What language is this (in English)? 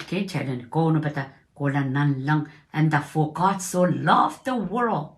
Pohnpeian